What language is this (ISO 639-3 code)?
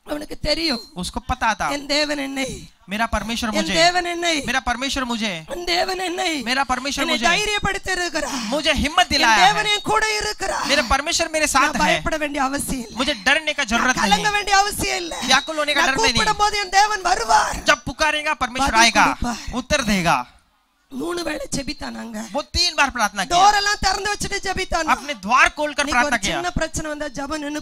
tam